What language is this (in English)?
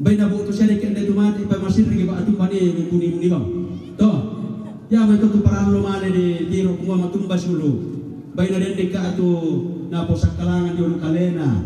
Toraja-Sa'dan